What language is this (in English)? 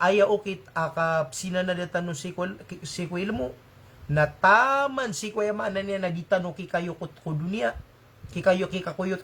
Maranao